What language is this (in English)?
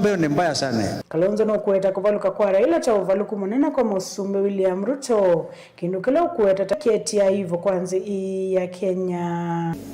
Kamba